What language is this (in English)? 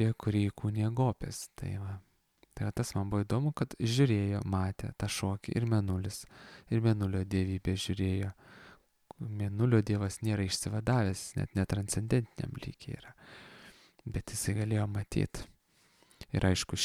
Lithuanian